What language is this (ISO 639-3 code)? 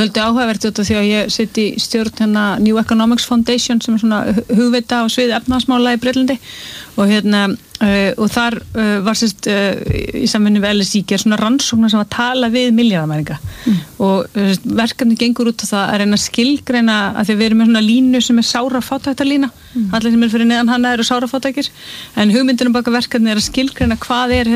isl